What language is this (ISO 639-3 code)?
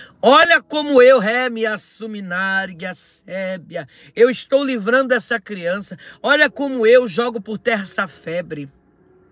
por